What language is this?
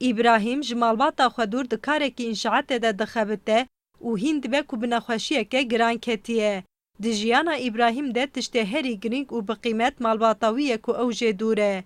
Kurdish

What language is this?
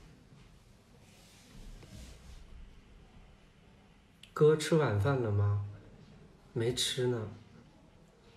Chinese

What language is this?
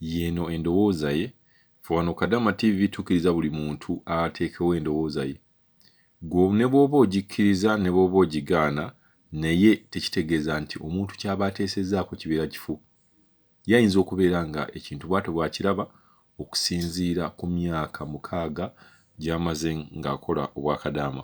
Ganda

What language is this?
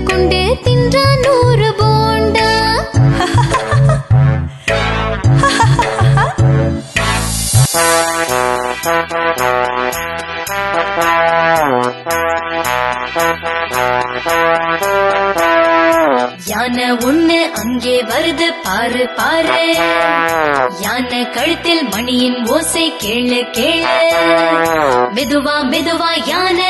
Tamil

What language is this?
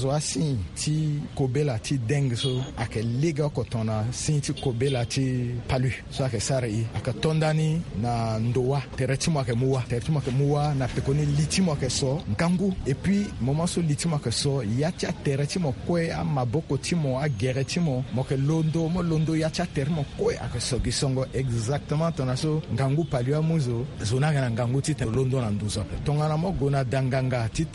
Sango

